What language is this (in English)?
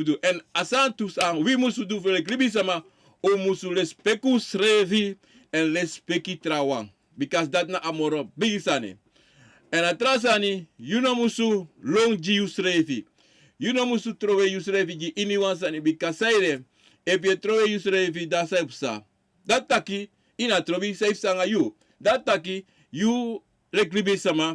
Sranan Tongo